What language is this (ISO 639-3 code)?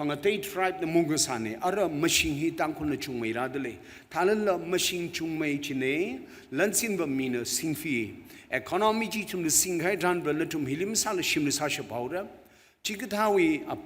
nmf